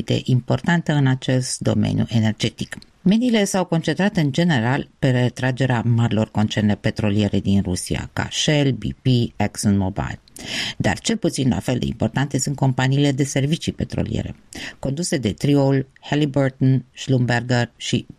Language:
Romanian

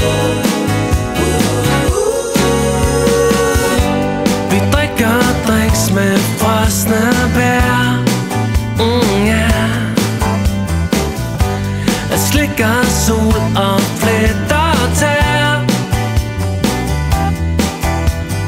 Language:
Danish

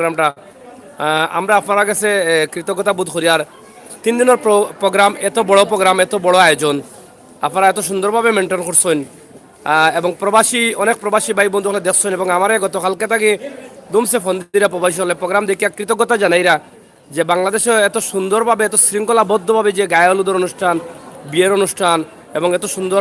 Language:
Sylheti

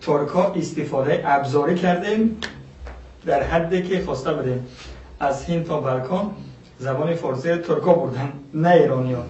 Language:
Persian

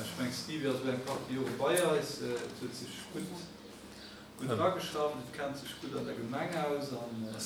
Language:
Luxembourgish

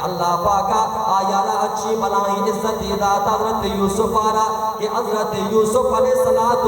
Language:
Baluchi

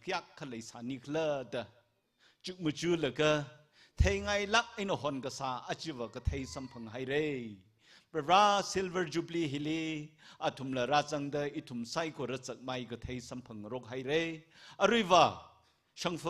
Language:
Tangkhul Naga (India)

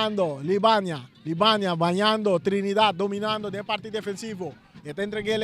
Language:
Papiamento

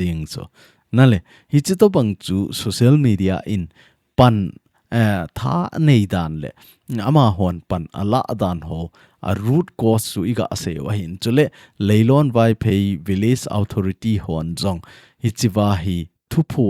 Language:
Thado Chin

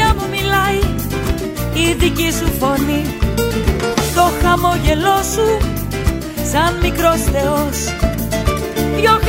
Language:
Greek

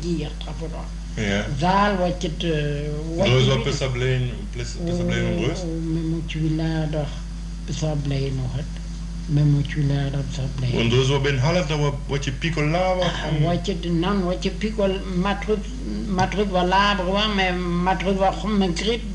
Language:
Breton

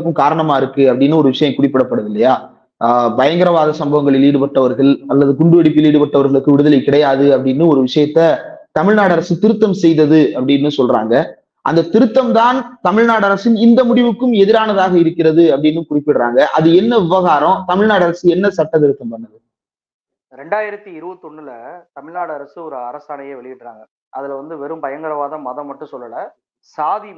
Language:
Tamil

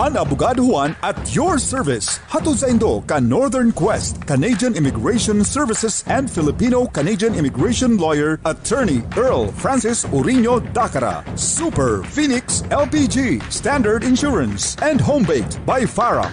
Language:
Bikol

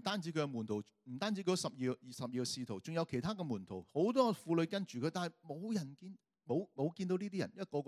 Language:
Cantonese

